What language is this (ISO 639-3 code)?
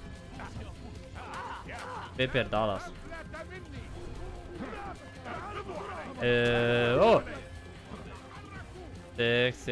pol